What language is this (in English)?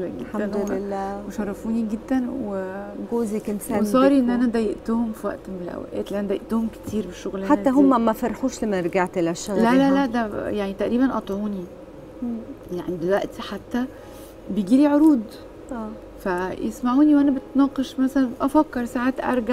Egyptian Arabic